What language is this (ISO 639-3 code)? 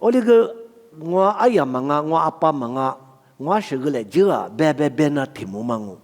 lis